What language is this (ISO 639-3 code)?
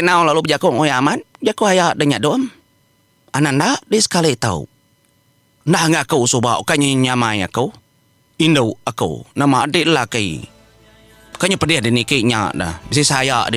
iba